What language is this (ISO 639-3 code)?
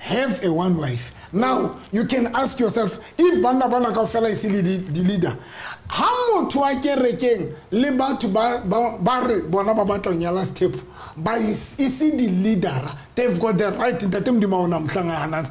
sot